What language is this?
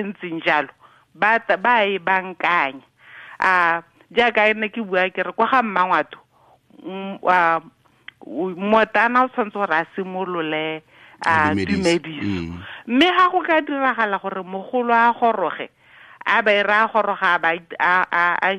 Tswana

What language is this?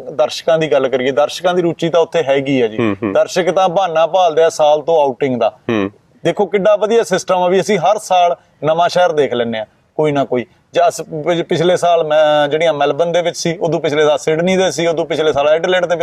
Punjabi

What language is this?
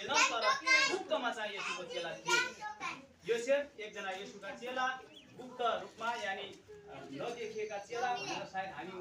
Nepali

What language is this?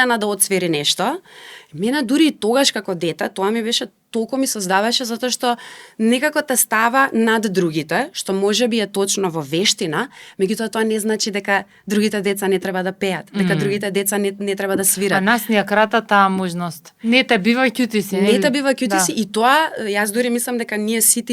Macedonian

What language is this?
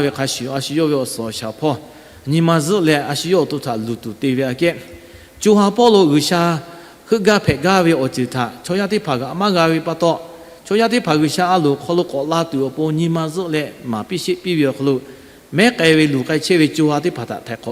Lahu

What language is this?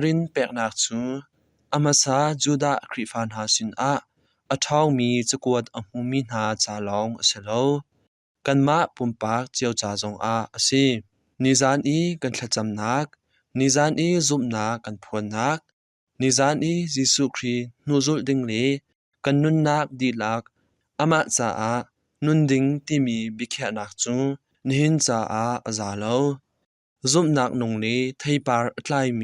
Hakha Chin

